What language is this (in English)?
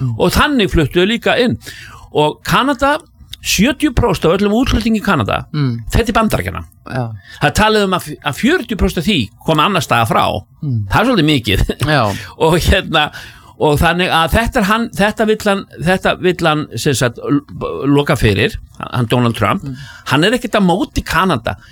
Icelandic